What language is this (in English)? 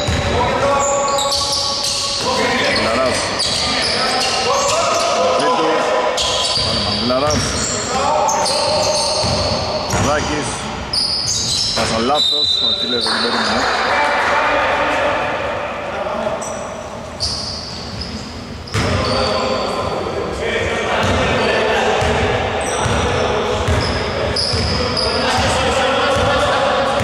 Greek